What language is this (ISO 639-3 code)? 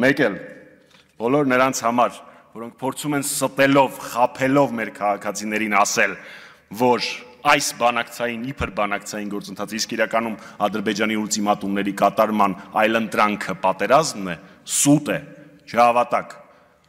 hye